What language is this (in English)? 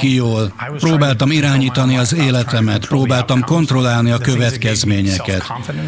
Hungarian